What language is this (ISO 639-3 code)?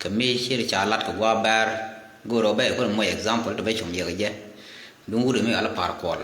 nus